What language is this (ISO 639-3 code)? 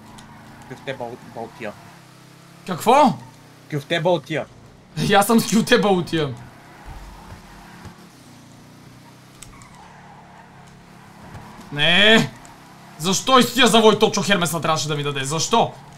bul